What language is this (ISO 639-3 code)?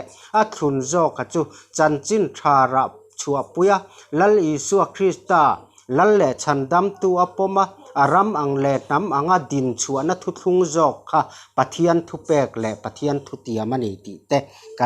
lus